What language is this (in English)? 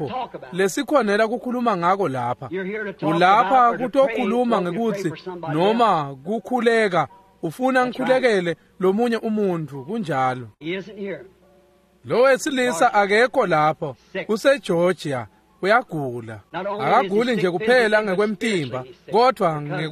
Swati